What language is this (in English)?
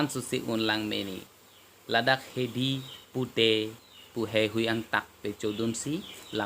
Karbi